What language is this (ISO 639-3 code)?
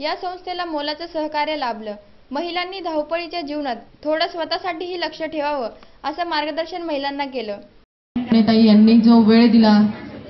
mar